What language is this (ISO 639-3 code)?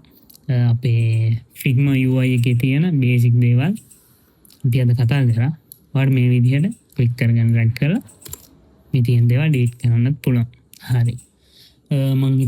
sin